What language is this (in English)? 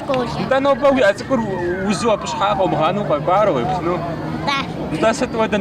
Kabardian